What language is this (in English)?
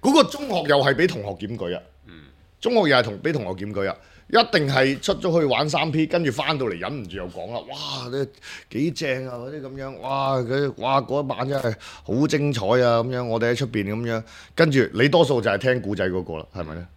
Cantonese